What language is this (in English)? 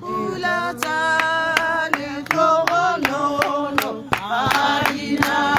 Tswana